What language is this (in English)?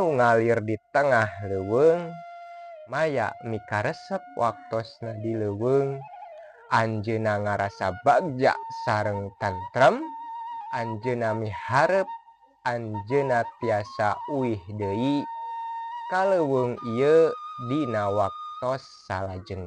Sundanese